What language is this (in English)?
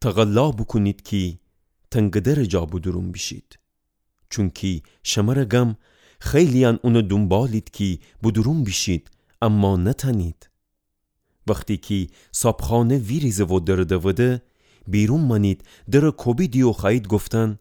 Gilaki